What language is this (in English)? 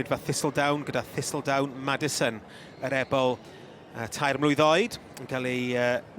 Welsh